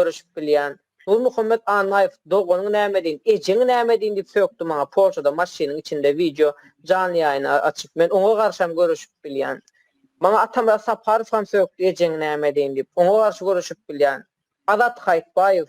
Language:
Turkmen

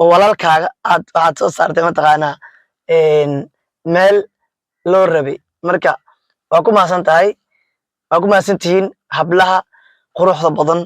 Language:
Somali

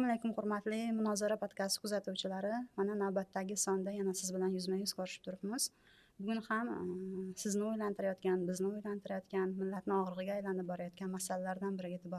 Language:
Uzbek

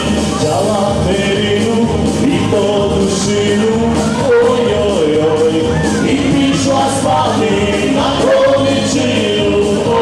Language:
Rusyn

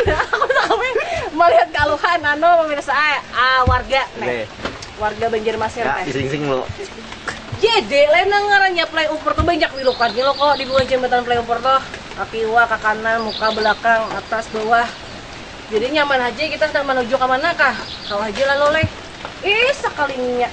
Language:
Banjar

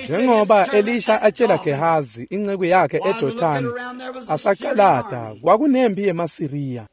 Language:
Swati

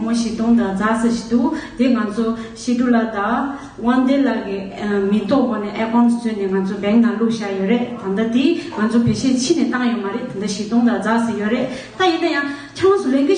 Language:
Tibetan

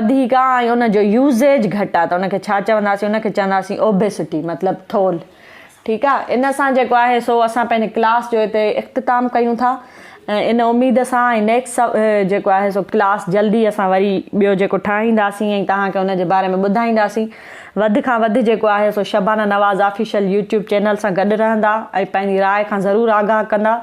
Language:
Sindhi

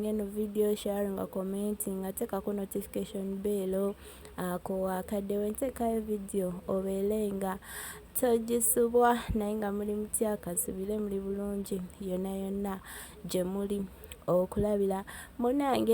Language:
Ganda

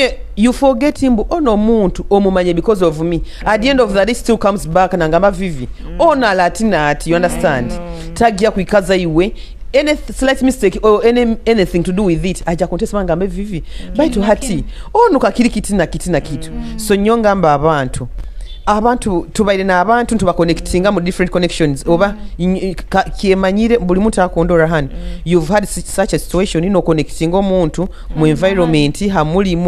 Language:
Nyoro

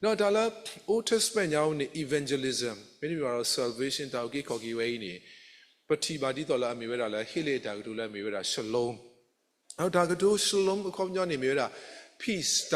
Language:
S'gaw Karen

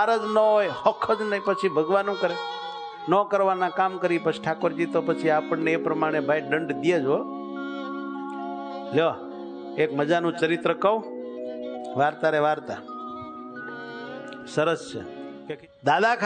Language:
Gujarati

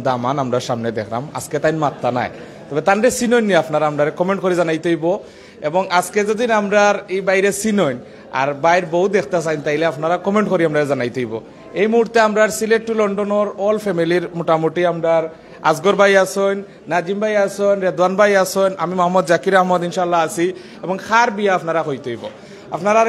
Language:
Sylheti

